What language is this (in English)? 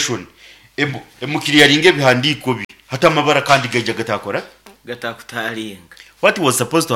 Nyankole